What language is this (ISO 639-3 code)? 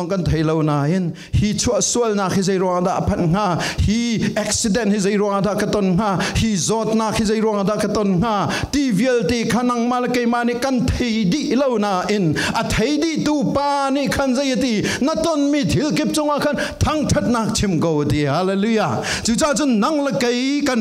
cfm